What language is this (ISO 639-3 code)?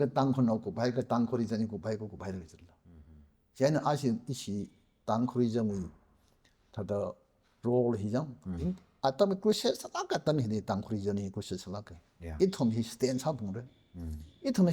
nmf